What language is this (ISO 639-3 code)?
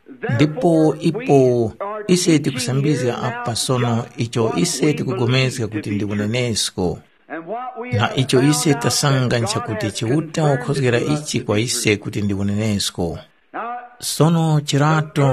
tum